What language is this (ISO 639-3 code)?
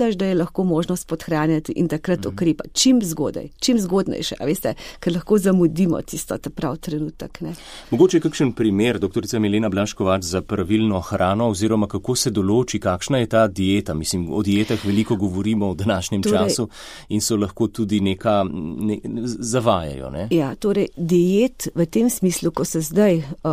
slv